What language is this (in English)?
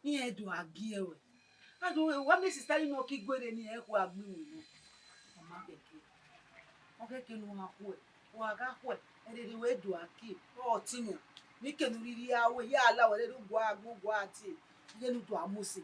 Bini